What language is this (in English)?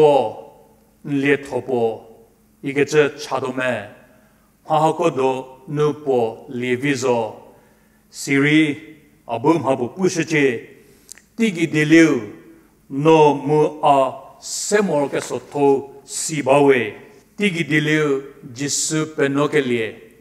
Angami Naga